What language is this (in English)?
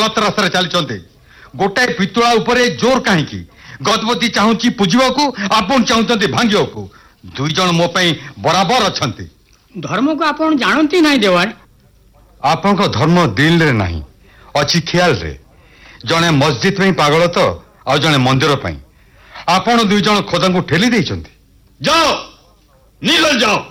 Odia